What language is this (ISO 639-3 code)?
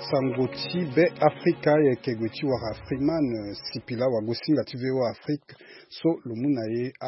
sag